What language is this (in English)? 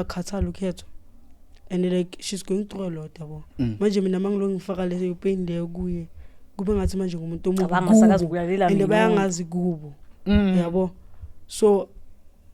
Zulu